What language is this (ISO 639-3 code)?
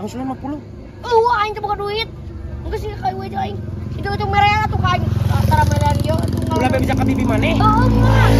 sun